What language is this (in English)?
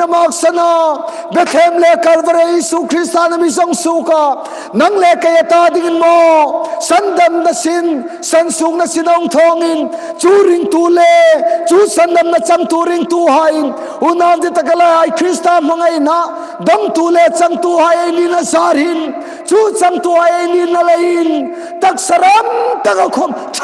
Hmar